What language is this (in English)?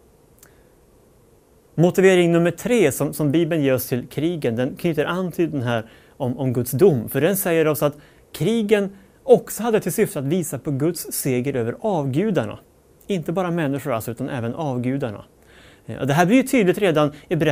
Swedish